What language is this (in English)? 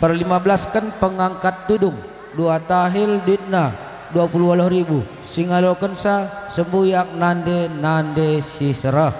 Batak Karo